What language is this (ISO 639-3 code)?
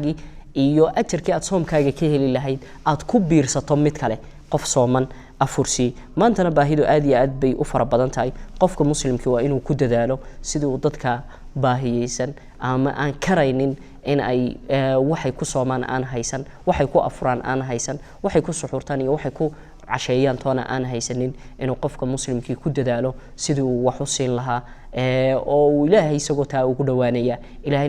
som